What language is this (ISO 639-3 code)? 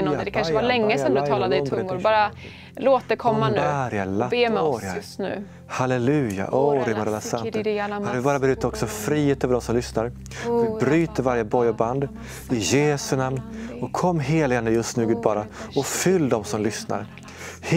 swe